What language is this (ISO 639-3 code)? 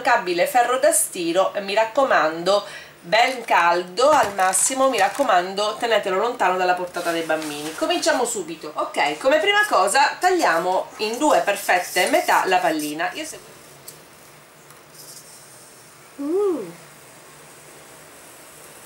ita